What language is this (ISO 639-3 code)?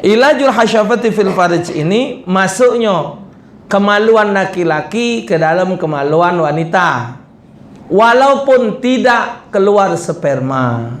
mui